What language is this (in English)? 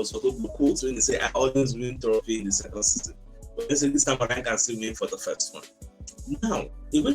Nigerian Pidgin